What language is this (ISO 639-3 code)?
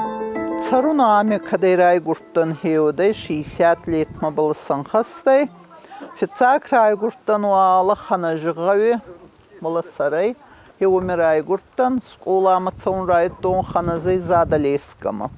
oss